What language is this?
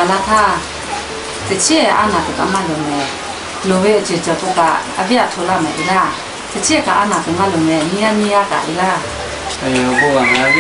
Lahu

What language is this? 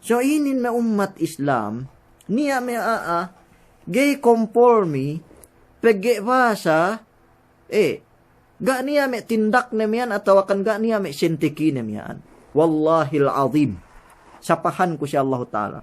Yakan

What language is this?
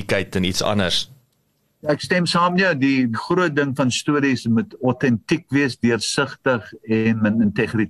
Afrikaans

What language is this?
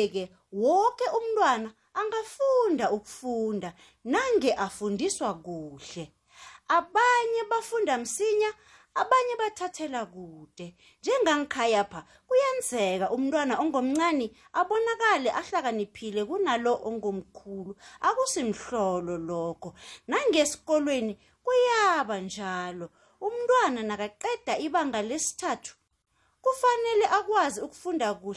South Ndebele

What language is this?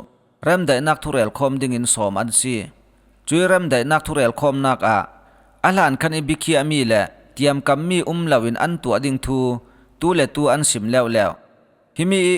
Falam Chin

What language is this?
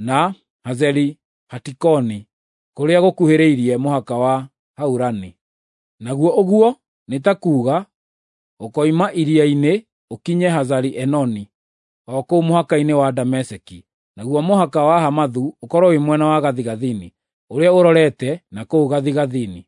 Kikuyu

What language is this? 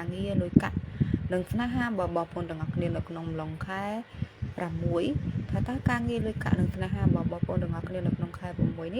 Khmer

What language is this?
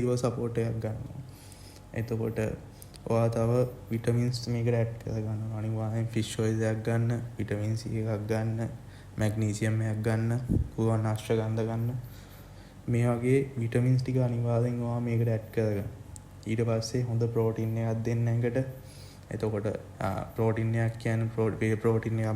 Sinhala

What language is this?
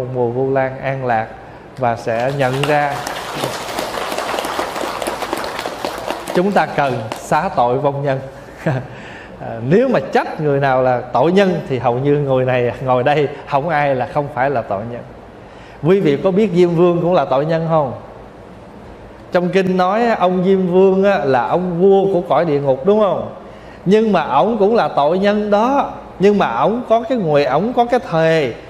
Vietnamese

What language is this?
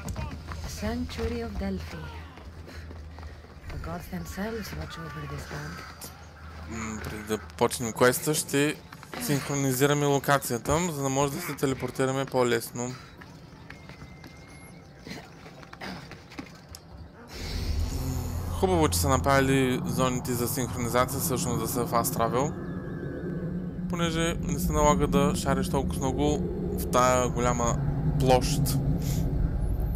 Bulgarian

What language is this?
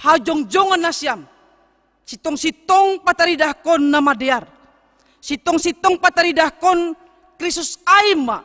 Batak Simalungun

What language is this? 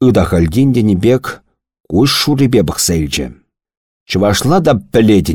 Chuvash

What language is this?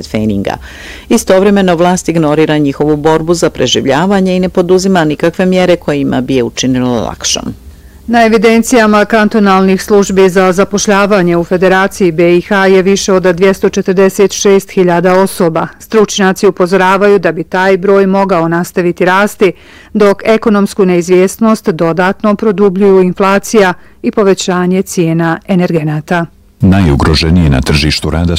Bosnian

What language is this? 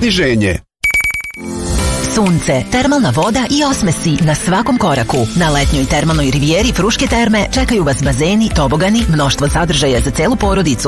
Serbian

